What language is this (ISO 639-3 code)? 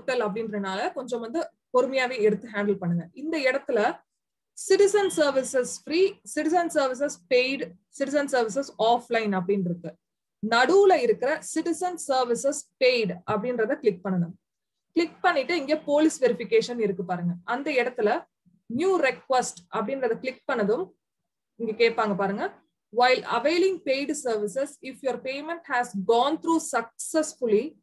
tam